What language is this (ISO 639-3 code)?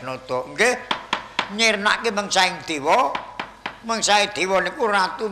jav